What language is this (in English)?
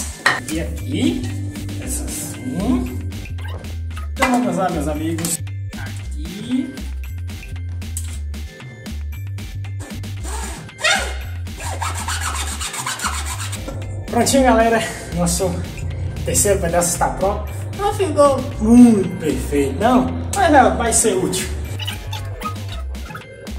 Portuguese